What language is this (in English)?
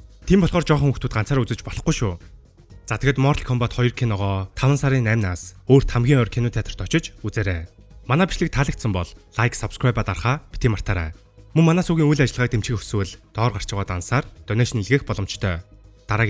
Mongolian